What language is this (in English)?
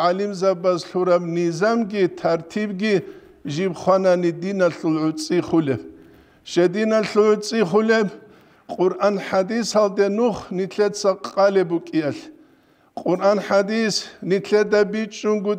Avaric